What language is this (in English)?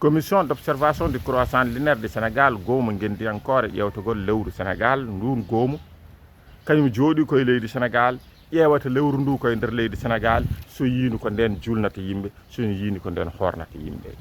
Fula